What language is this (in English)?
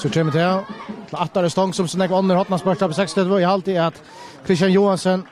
Faroese